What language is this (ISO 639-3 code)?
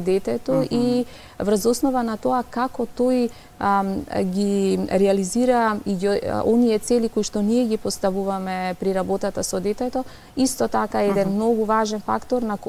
mkd